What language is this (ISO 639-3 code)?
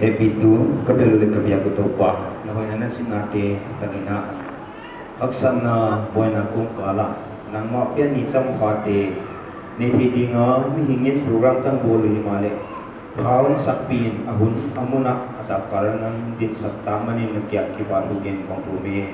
pck